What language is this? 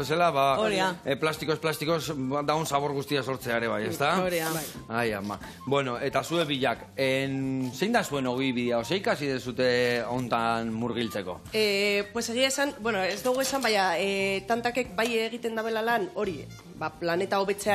Basque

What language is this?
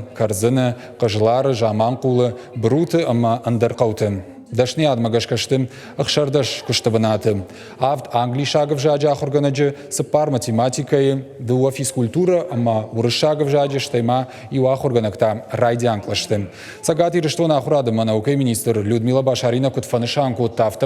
Ossetic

